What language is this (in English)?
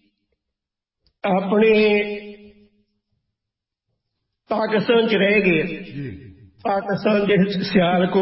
Punjabi